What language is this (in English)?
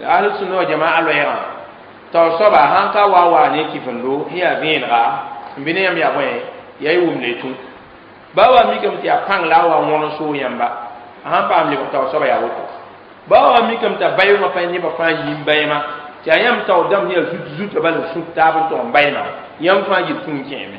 Mossi